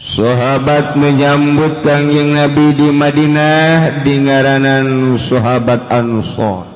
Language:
Sundanese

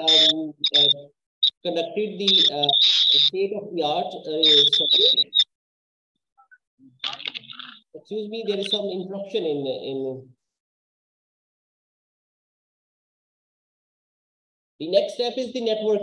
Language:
English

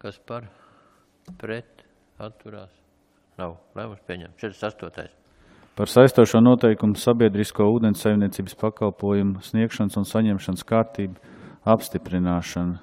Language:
Latvian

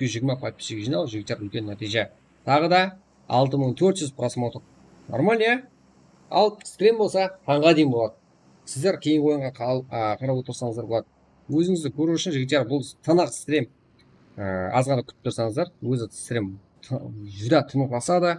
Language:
Kara-Kalpak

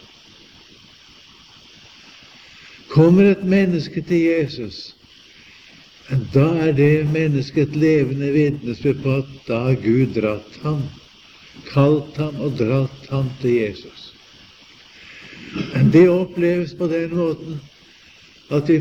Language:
Norwegian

